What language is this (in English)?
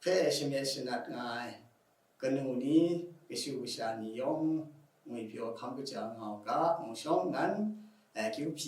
Kachin